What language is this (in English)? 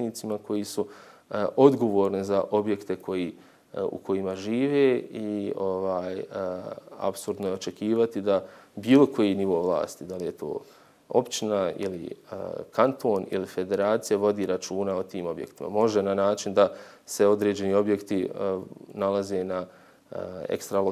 Bosnian